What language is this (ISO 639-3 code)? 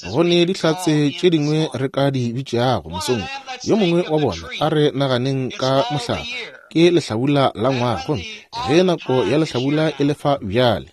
nso